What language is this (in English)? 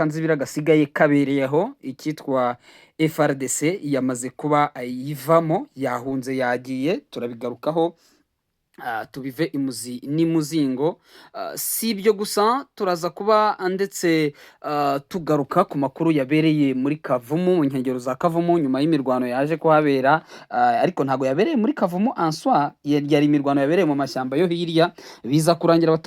Kinyarwanda